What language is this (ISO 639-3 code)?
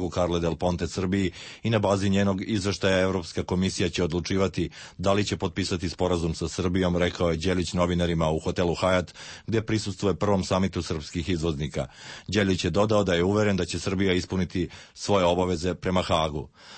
srp